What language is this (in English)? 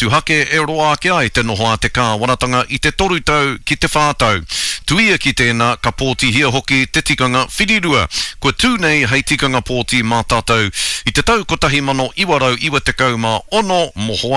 Māori